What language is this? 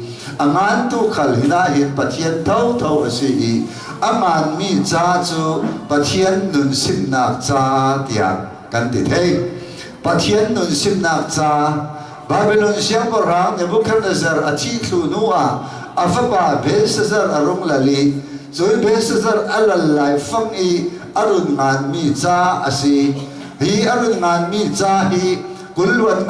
Hakha Chin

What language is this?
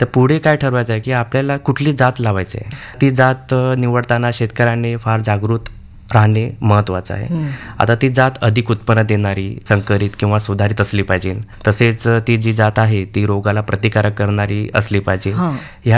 Marathi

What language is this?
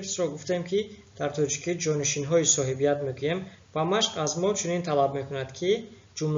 Tajik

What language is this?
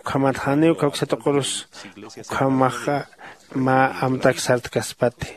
Aymara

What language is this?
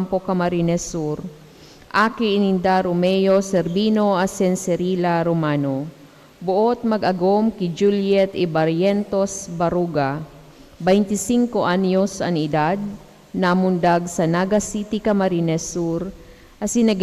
Bikol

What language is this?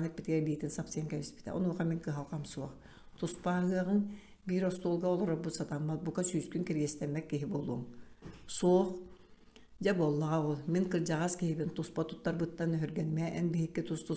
Yakut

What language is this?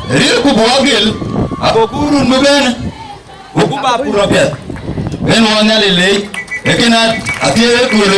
Dinka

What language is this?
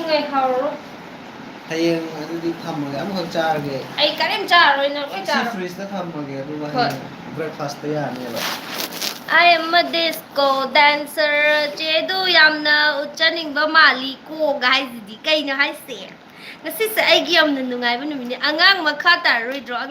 Manipuri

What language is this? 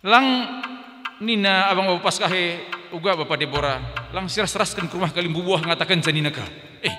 Batak Karo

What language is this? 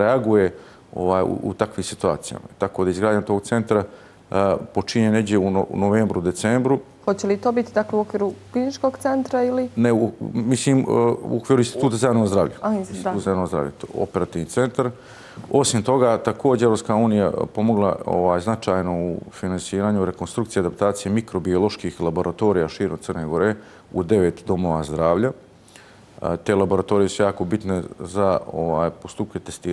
Serbian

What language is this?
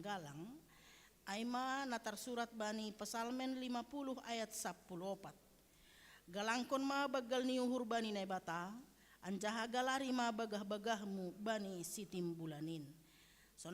Batak Simalungun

